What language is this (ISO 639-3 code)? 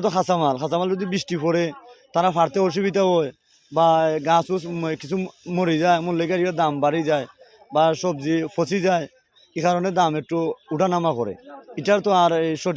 syl